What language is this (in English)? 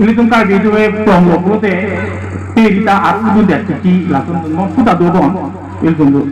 Karbi